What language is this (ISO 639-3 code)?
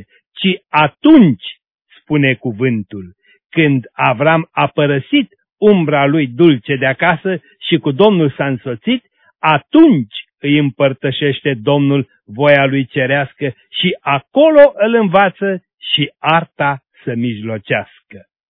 ron